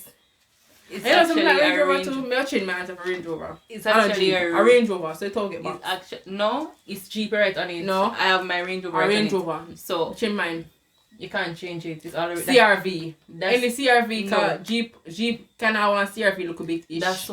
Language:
Jamaican Creole English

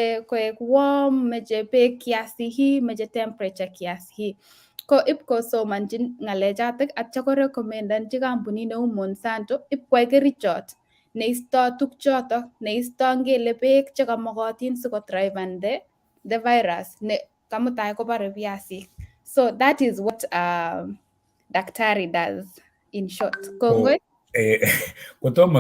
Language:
Kalenjin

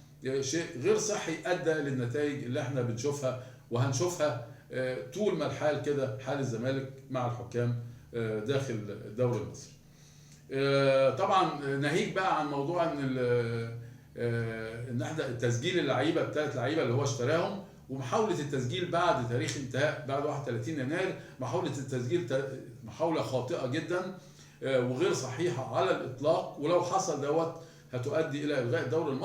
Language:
Egyptian Arabic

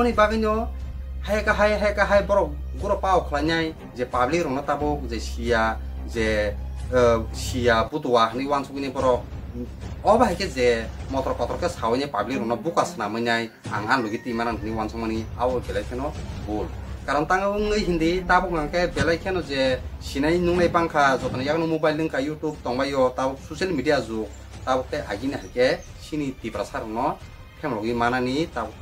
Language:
Kok Borok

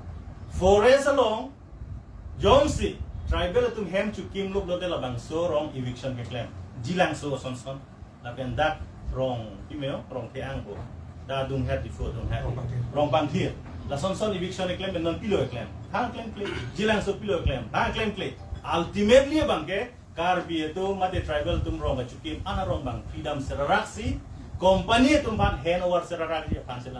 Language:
Karbi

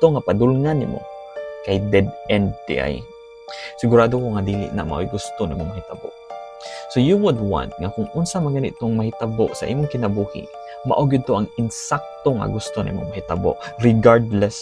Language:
Cebuano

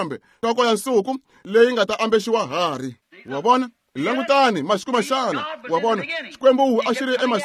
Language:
Tsonga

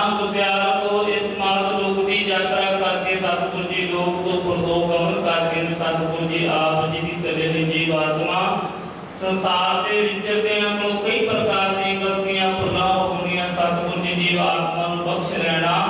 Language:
Punjabi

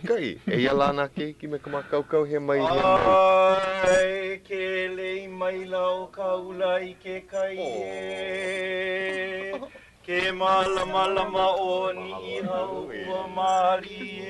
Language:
Hawaiian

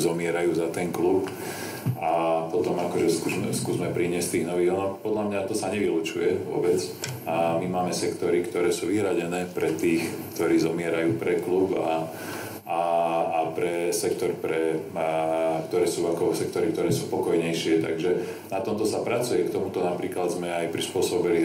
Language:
Slovak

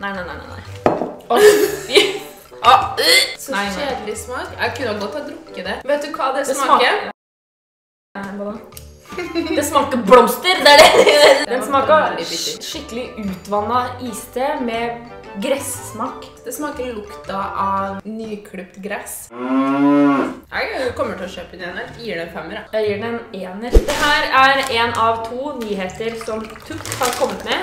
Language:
Norwegian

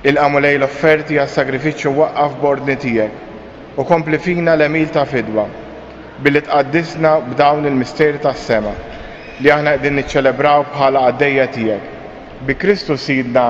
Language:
Maltese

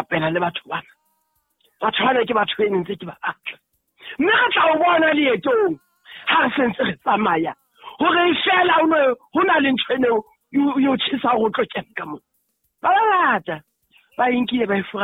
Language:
Southern Sotho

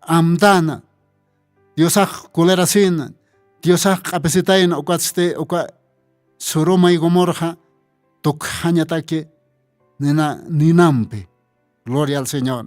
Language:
Aymara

